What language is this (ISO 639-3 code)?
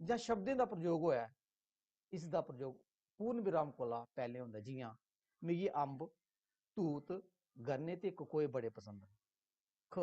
doi